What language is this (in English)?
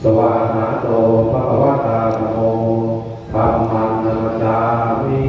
Pali